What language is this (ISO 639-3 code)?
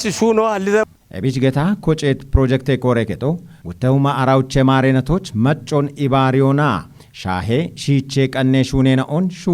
kbr